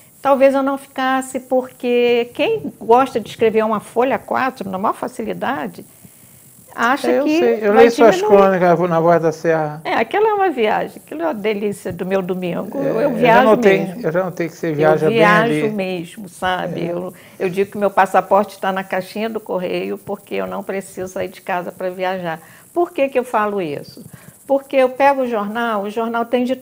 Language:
Portuguese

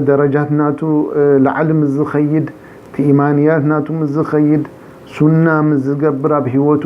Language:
Tigrinya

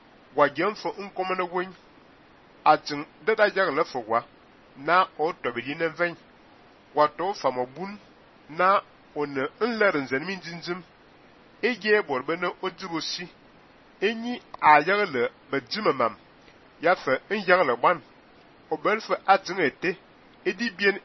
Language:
Fang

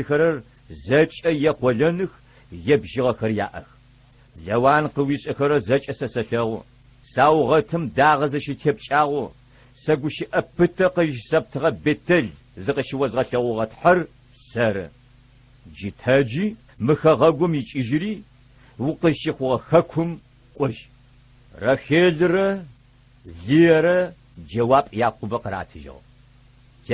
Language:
Adyghe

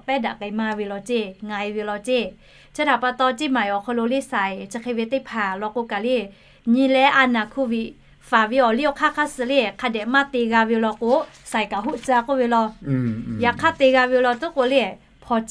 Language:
Lahu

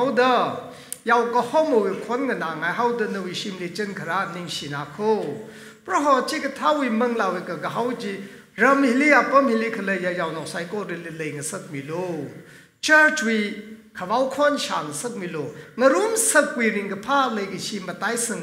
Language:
Tangkhul Naga (India)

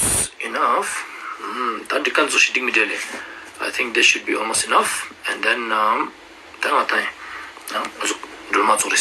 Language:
Ladakhi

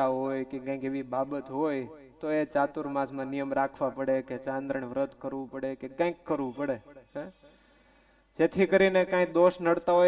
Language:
Gujarati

